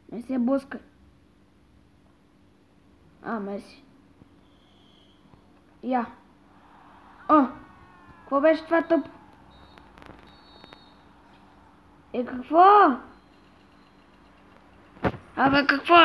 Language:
Bulgarian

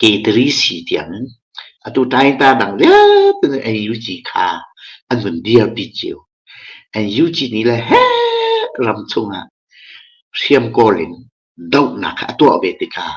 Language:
Hakha Chin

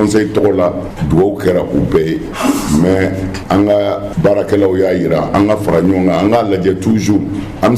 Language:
Bambara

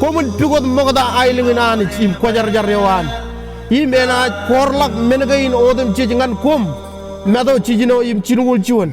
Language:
Marshallese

